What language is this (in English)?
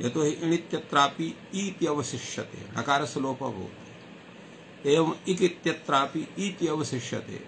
Sanskrit